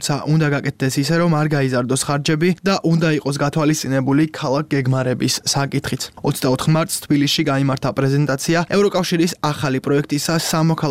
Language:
Georgian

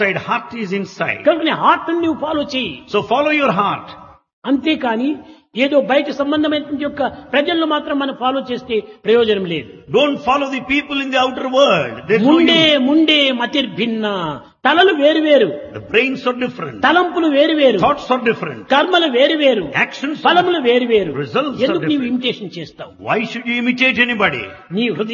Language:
Telugu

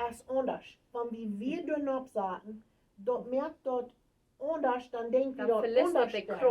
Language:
Plautdietsch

